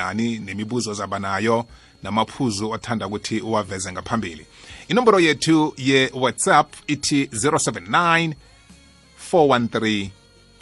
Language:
South Ndebele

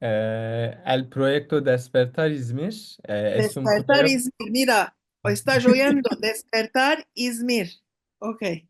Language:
Ladino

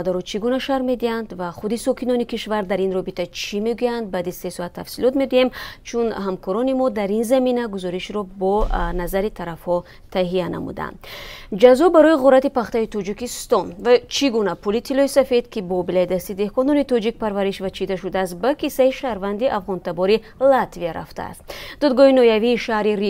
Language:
Tajik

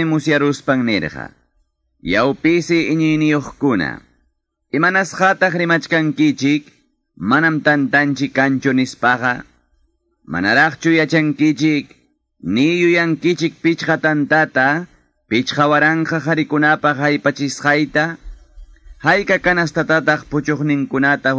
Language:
Ayacucho Quechua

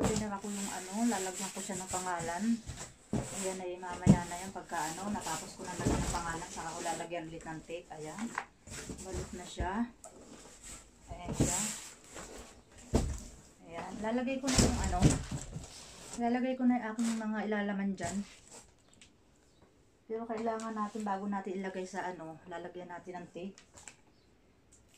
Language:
Filipino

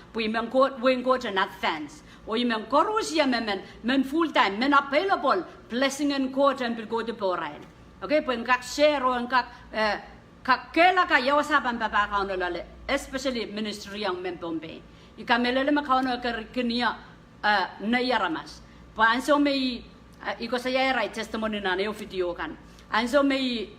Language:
Pohnpeian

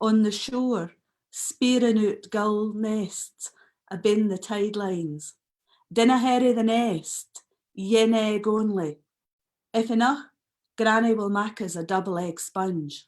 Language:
Scots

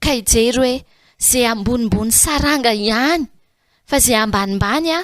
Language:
Malagasy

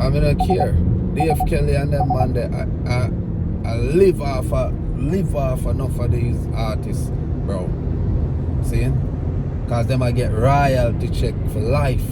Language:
Jamaican Creole English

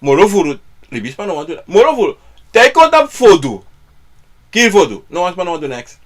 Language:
Sranan Tongo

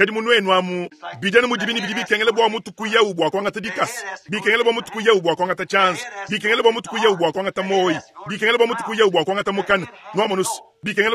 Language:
Luba-Lulua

